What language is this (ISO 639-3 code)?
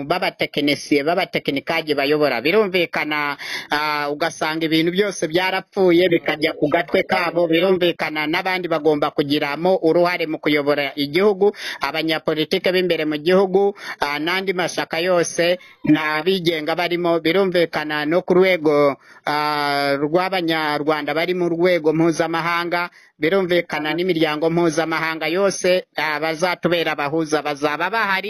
kin